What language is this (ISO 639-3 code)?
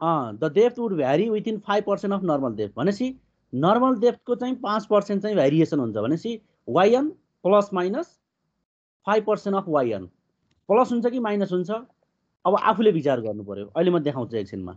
nep